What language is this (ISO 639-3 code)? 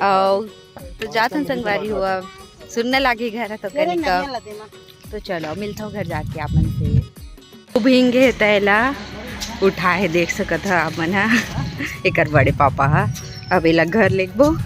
hne